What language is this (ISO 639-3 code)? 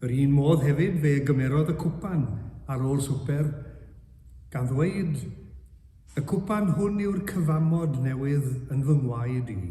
cym